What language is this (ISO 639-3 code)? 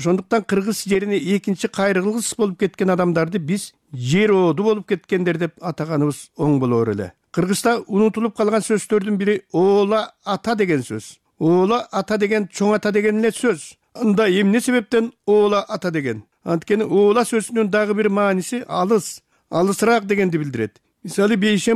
kir